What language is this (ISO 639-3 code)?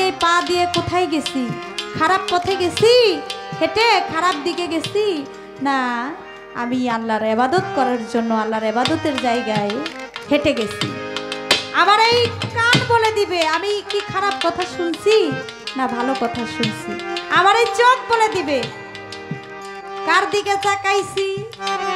ben